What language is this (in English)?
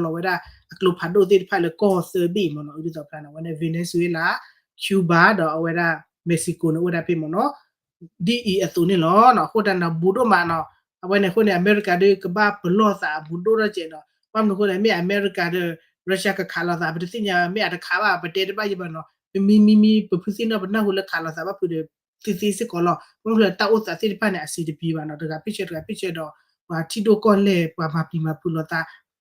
S'gaw Karen